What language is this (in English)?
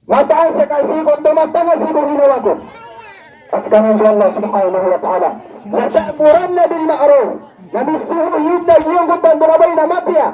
Maranao